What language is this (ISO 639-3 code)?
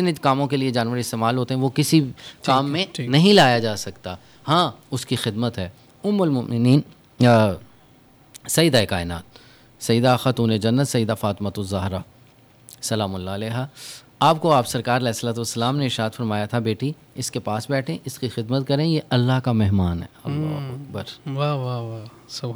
urd